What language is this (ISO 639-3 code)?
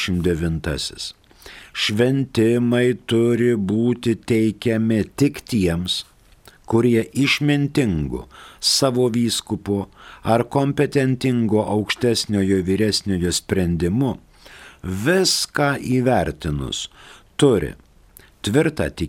lit